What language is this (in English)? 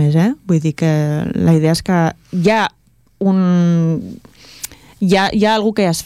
Catalan